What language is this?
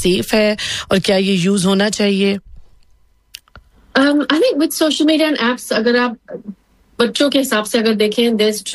Hindi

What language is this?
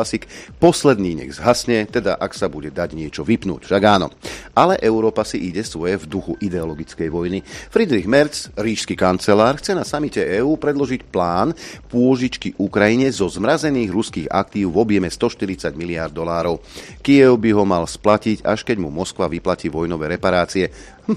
Slovak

